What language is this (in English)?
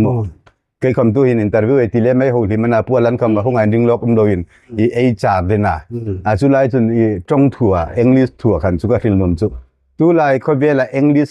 Hmar